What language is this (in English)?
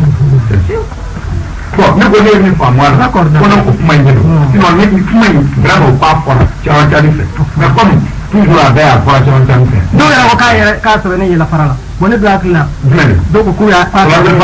Bambara